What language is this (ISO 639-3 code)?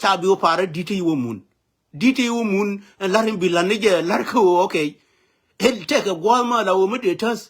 nus